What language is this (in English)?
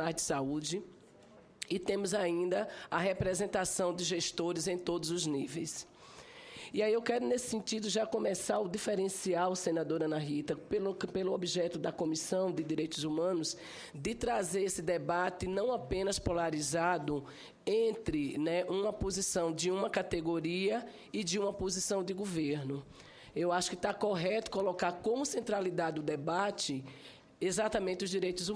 Portuguese